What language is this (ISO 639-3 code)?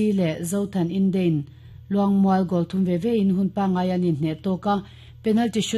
lus